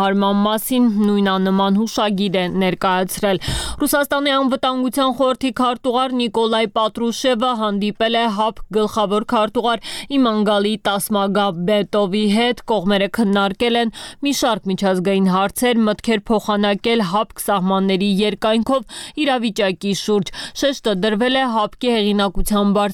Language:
Armenian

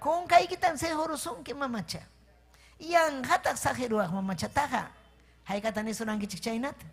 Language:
Ayacucho Quechua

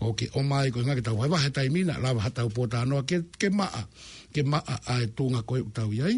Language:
Tongan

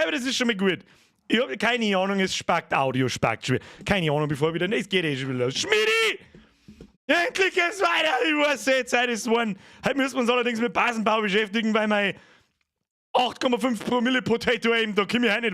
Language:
Bavarian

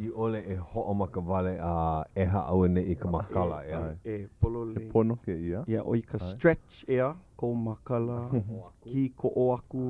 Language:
Hawaiian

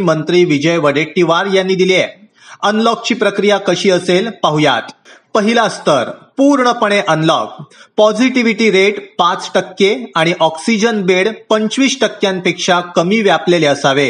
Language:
Marathi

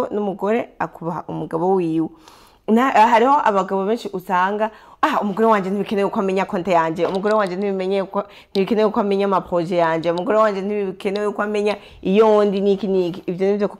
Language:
Rundi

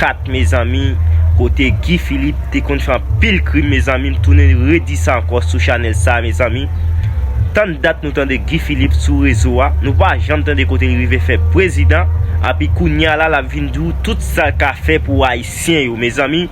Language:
Haitian Creole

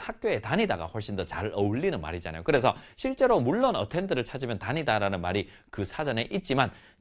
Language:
Korean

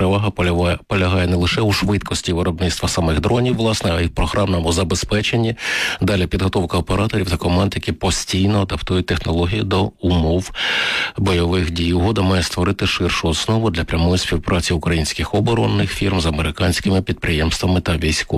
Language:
Ukrainian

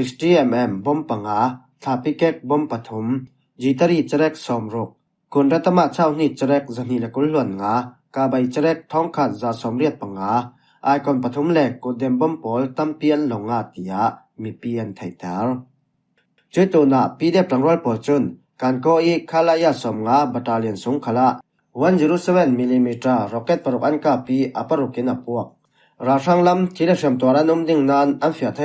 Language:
Falam Chin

